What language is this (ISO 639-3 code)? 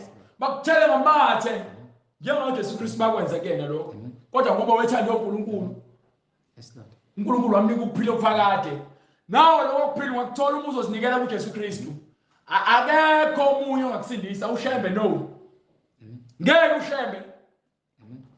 zul